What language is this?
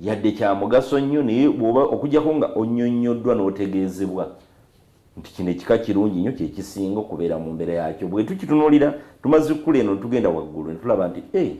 Soga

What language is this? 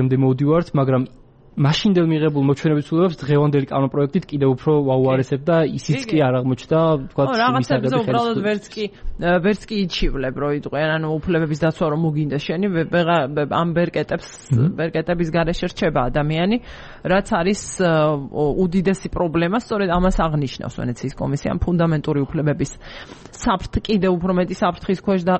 Georgian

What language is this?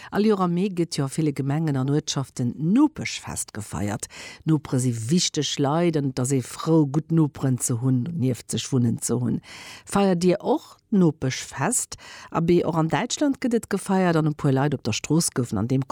Luxembourgish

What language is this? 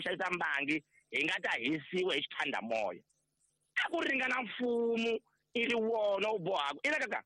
Tsonga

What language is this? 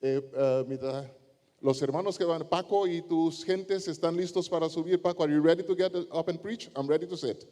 Papiamento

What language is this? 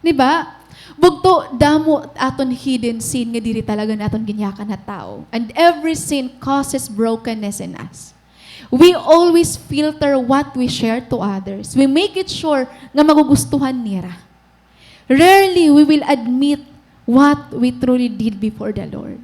Waray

